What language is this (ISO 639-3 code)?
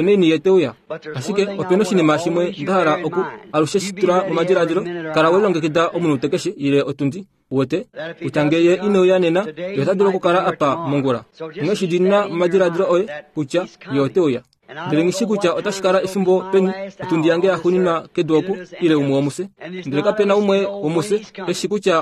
kua